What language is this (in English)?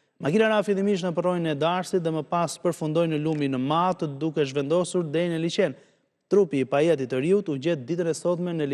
Albanian